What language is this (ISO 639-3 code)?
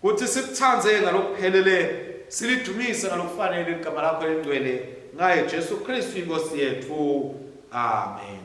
ssw